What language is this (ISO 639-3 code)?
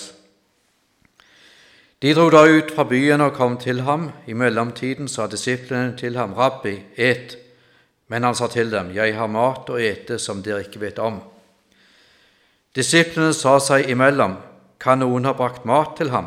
nor